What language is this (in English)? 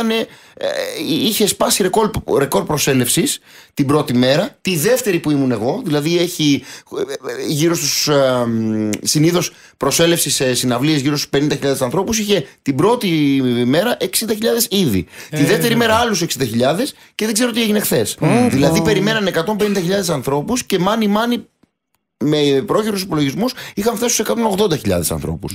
Greek